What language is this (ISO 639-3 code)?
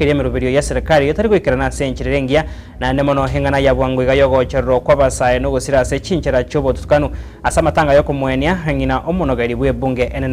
guz